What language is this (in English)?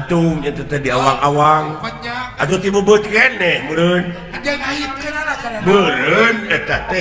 Sundanese